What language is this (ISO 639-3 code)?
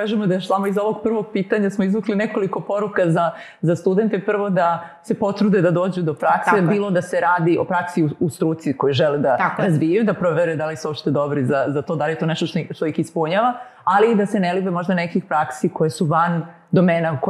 srp